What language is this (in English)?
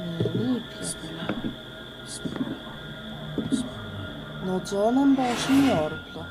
South Azerbaijani